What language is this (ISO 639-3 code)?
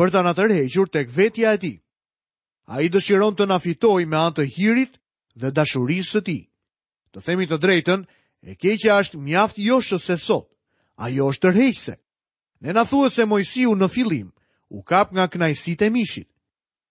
sqi